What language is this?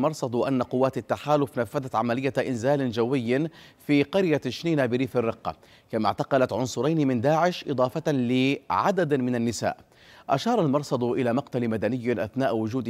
Arabic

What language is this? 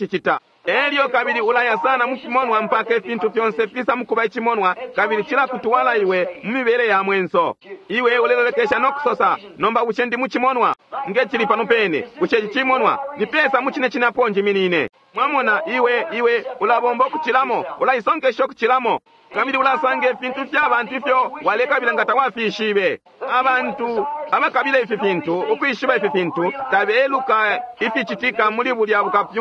Bemba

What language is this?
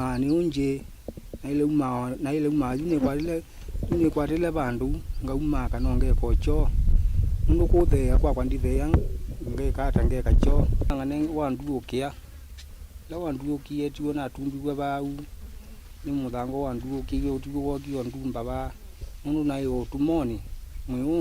Kamba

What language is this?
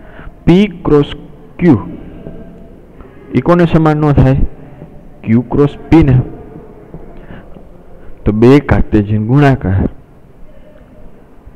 Gujarati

